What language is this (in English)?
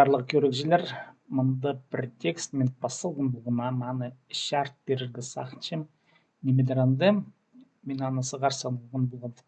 Khakas